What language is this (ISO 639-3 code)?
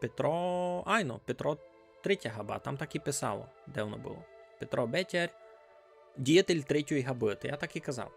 rue